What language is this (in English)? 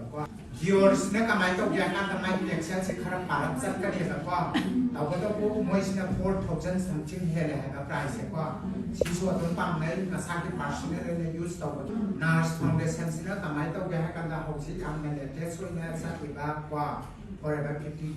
Manipuri